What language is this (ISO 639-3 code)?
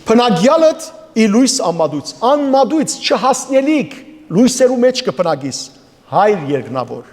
hyw